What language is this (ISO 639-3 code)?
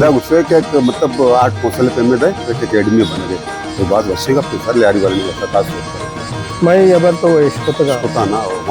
bal